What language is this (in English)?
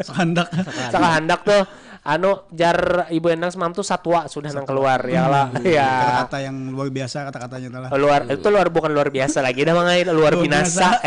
Banjar